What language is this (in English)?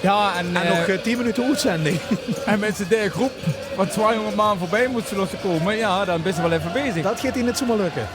Limburgish